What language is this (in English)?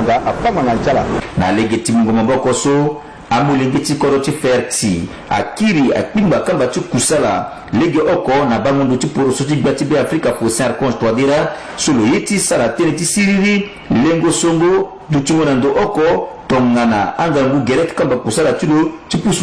Sango